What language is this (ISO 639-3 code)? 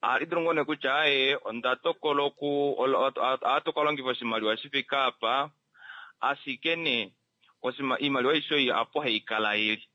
kua